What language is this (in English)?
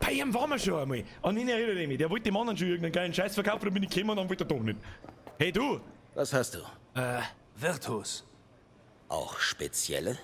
Bavarian